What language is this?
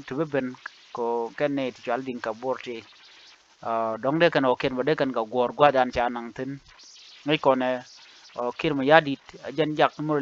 Nuer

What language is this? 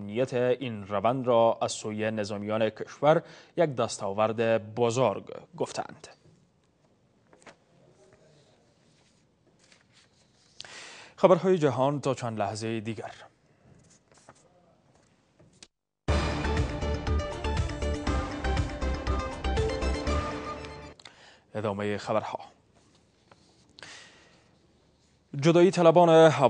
Persian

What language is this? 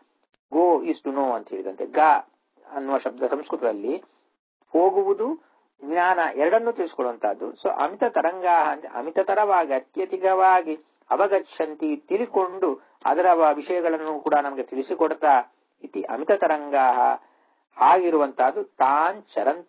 Kannada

